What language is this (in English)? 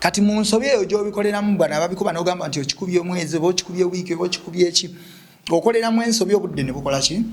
Ganda